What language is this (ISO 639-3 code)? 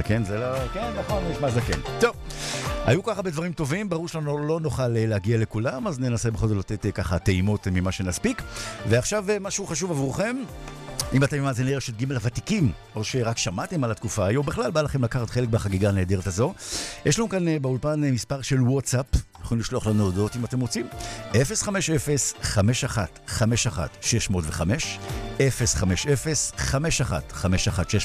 heb